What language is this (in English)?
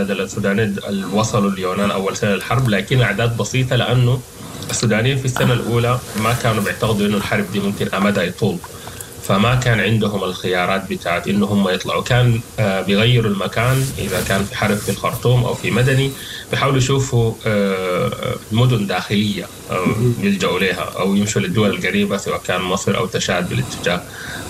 Sudanese Arabic